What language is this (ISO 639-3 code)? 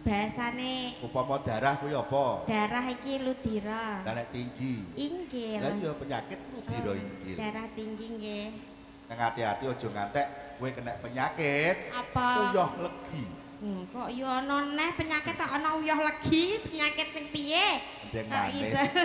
jav